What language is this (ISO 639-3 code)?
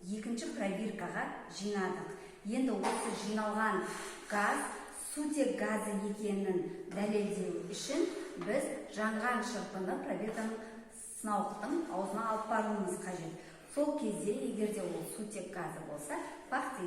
kaz